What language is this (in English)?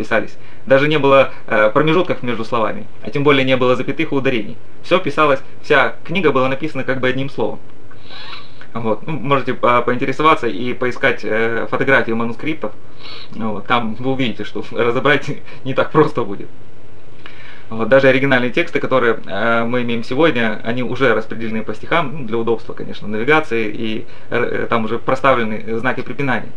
Russian